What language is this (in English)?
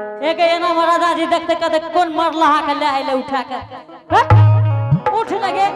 Angika